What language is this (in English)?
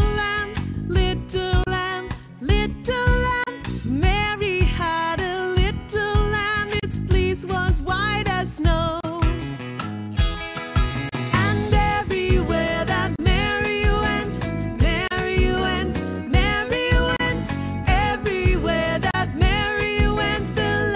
English